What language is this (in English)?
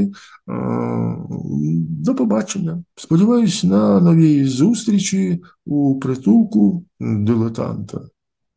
Ukrainian